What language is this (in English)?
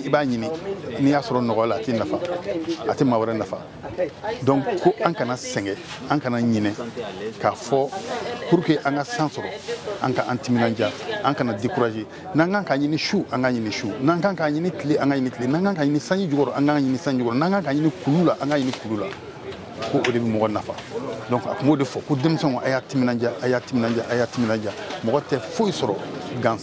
Bambara